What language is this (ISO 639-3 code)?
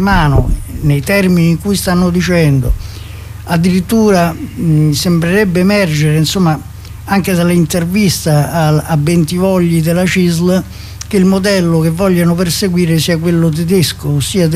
ita